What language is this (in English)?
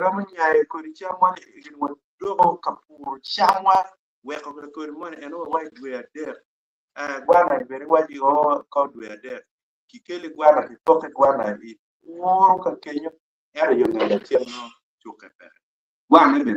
Acoli